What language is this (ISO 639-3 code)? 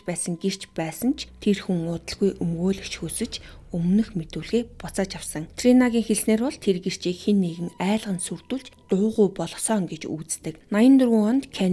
mon